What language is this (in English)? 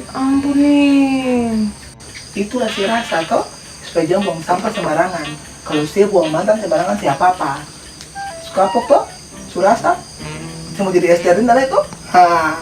Ambonese Malay